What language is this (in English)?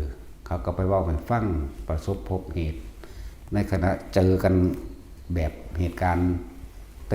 Northeastern Thai